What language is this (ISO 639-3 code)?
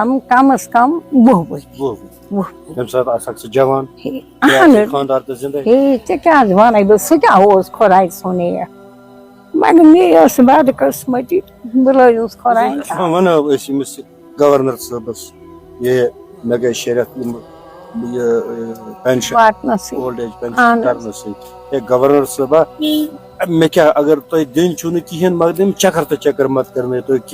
kas